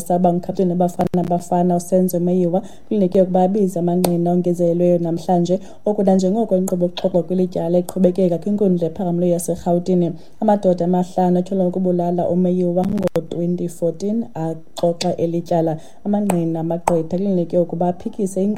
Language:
Xhosa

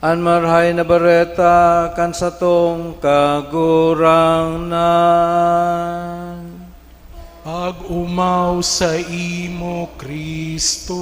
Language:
Bikol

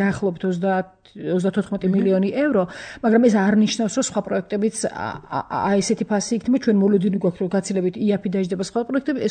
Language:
Georgian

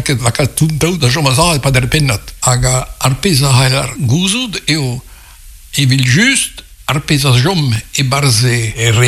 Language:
Breton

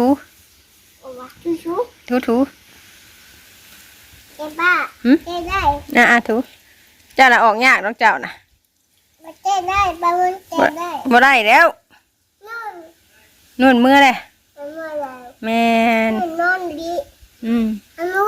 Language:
Northeastern Thai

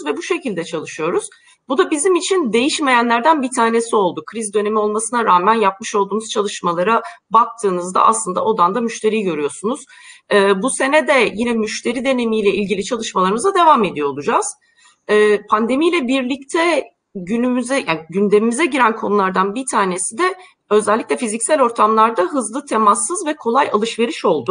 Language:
Turkish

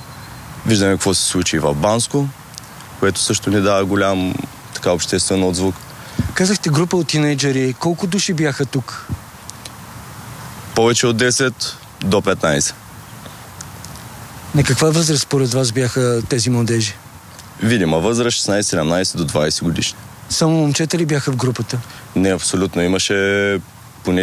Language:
Bulgarian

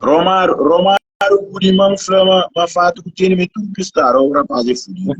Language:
Kabuverdianu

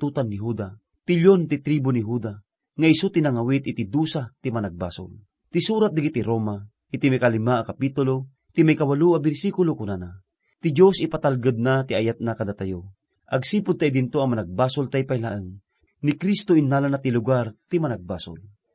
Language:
Iloko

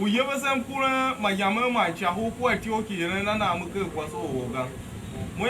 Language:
Tiv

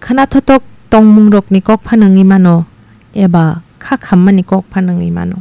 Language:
Kok Borok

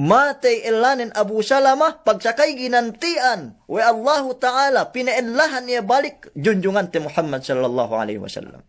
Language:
Yakan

